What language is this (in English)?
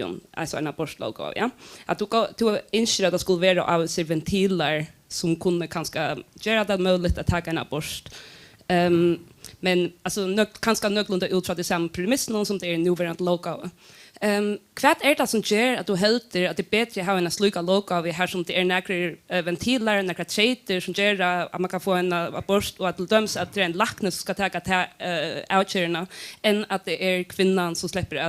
Faroese